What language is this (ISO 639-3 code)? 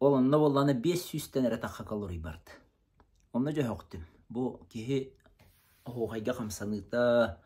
sah